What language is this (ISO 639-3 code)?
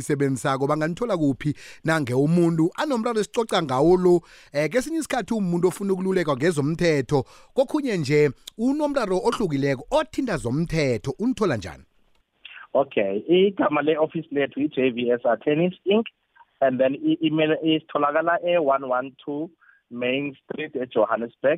nbl